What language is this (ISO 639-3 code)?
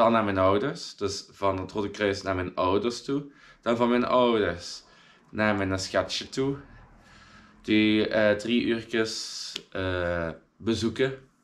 nld